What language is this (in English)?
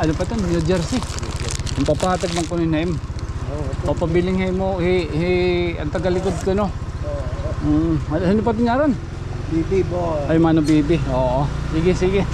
Waray